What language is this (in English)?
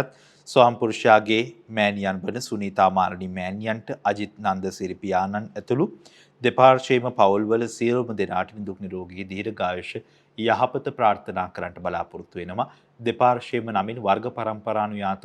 Sinhala